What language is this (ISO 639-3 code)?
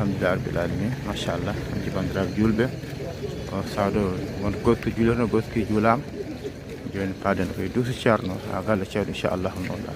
ful